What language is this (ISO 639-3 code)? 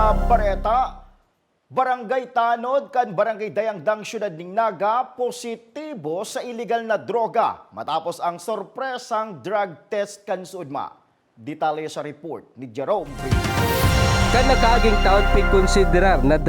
bik